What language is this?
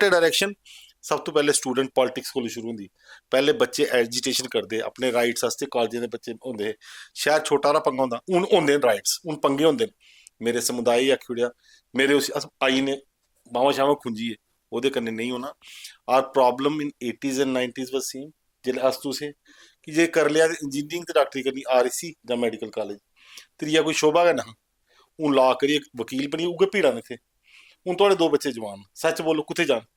Dogri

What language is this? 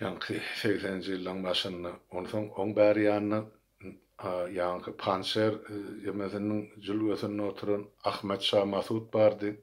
Turkmen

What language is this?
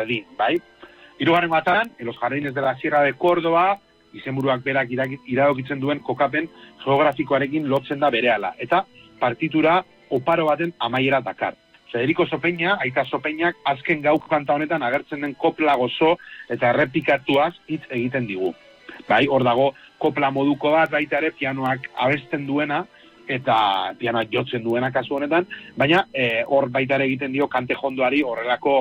Basque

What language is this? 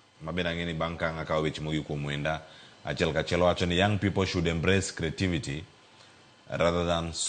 Luo (Kenya and Tanzania)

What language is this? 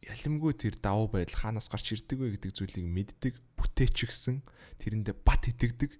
Mongolian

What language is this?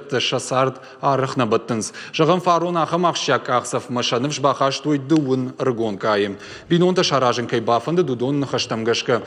Ossetic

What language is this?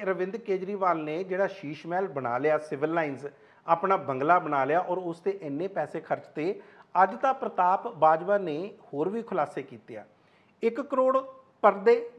Punjabi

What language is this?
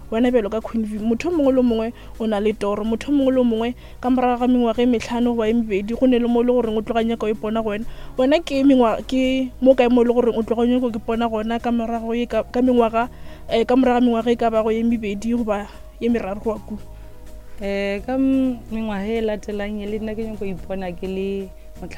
Northern Sotho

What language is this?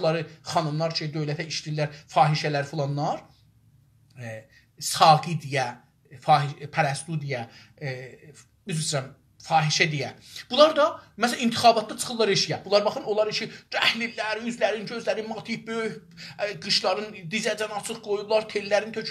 South Azerbaijani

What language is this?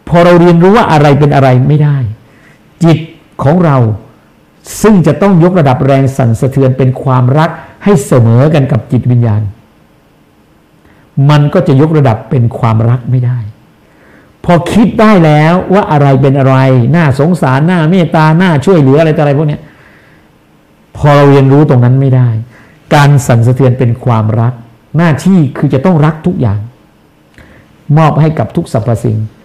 Thai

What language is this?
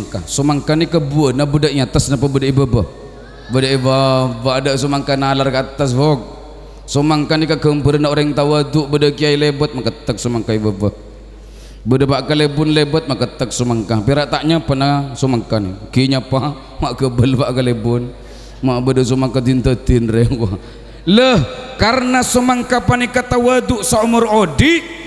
Madurese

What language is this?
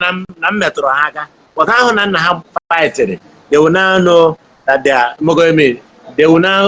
Igbo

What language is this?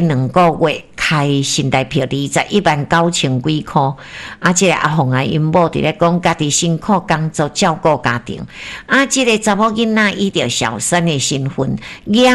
Min Nan Chinese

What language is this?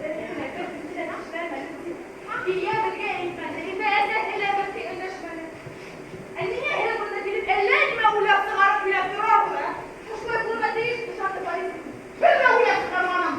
Bashkir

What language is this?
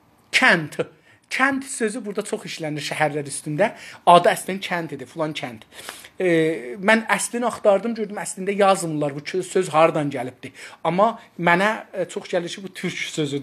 South Azerbaijani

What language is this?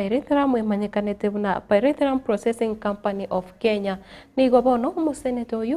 Gusii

